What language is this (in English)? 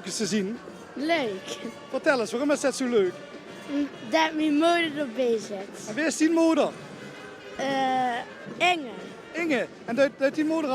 Limburgish